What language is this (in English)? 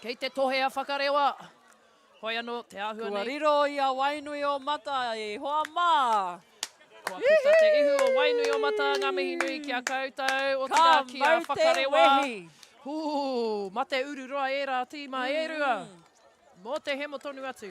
Māori